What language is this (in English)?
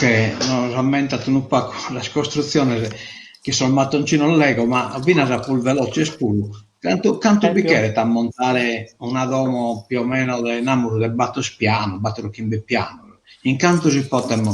Sardinian